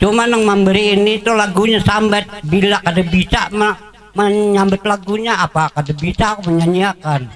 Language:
Banjar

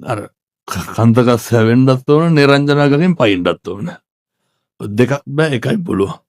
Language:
Sinhala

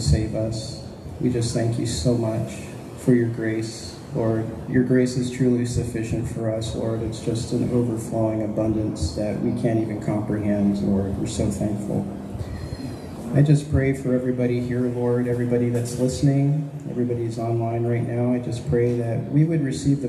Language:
English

